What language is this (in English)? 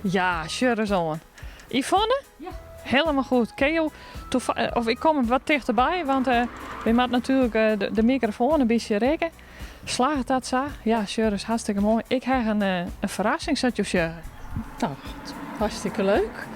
Western Frisian